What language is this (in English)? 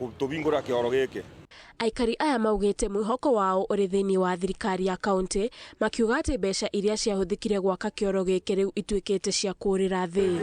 Kikuyu